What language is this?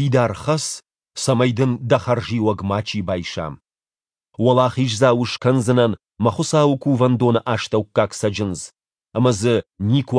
Ossetic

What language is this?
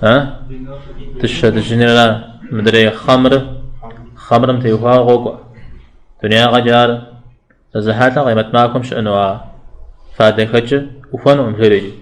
Kabardian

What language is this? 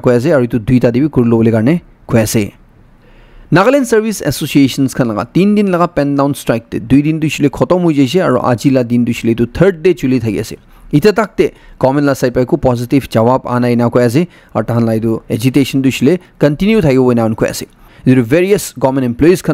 Naga Pidgin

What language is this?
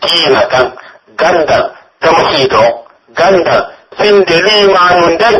Pular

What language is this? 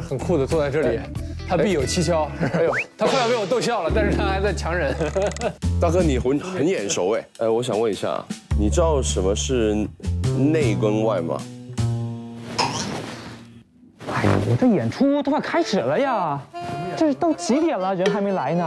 Chinese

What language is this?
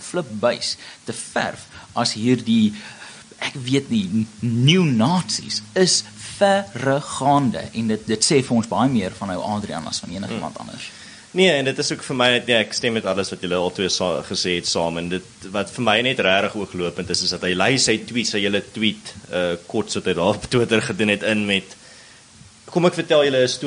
Afrikaans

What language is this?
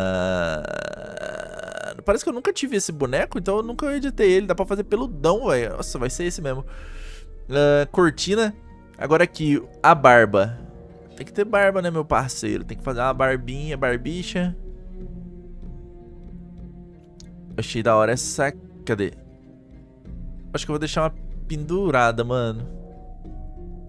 Portuguese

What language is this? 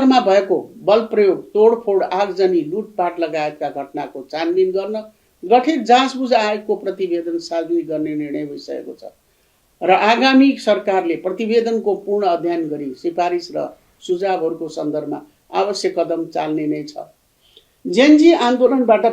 Nepali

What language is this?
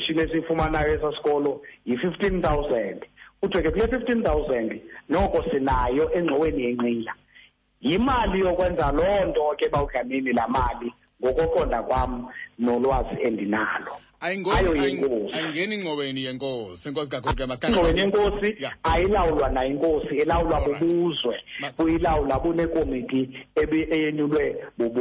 Xhosa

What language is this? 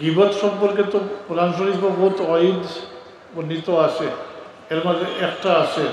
Sylheti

